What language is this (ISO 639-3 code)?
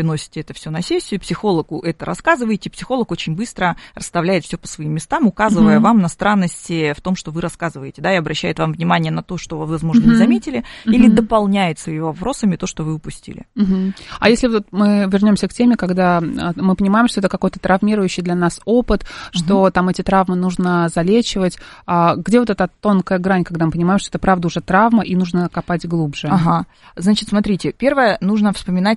rus